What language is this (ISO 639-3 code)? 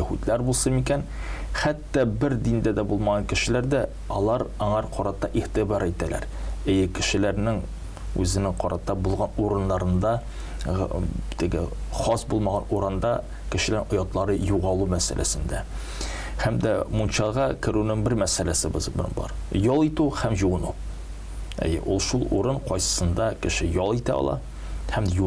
tat